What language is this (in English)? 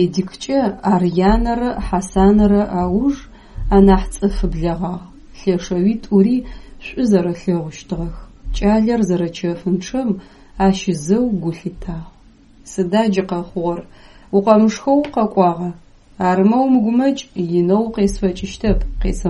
Adyghe